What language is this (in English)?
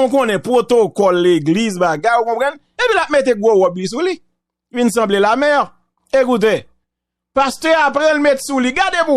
Haitian Creole